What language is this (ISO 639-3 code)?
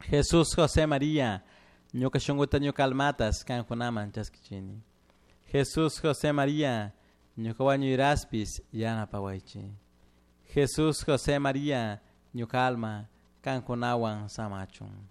qug